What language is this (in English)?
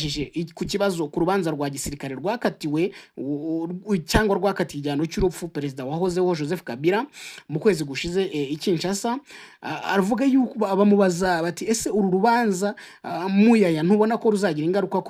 Kinyarwanda